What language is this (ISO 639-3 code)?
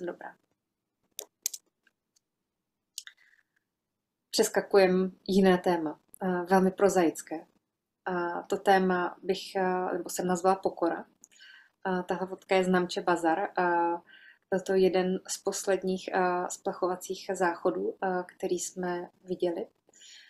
ces